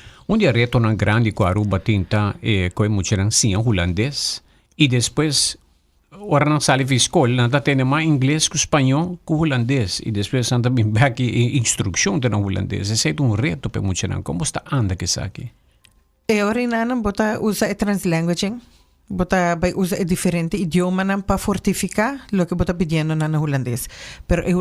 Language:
Papiamento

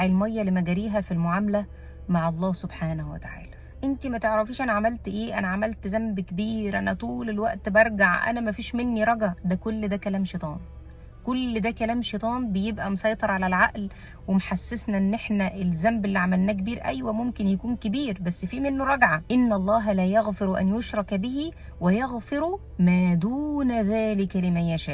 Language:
Egyptian Arabic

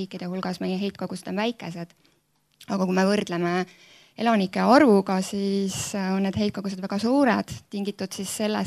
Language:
Estonian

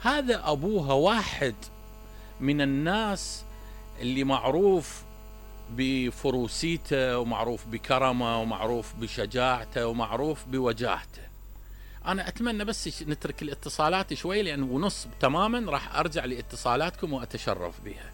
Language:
Mesopotamian Arabic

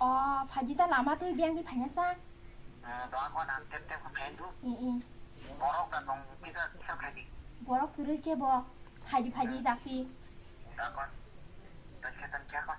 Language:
Kok Borok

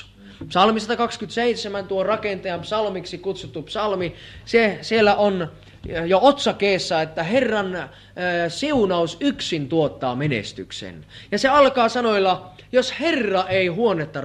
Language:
Finnish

